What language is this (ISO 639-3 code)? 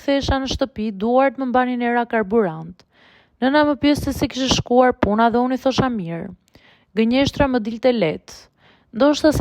sqi